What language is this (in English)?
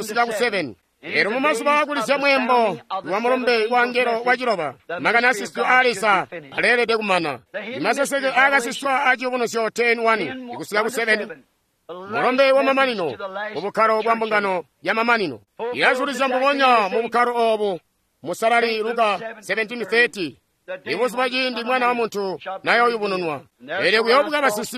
Tonga (Zambia)